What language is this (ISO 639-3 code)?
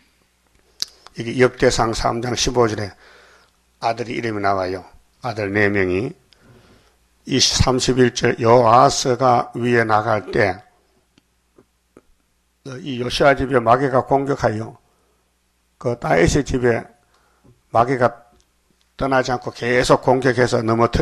kor